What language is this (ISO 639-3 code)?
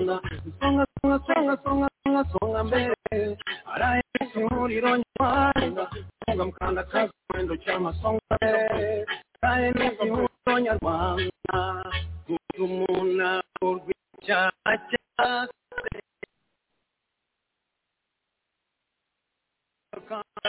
kin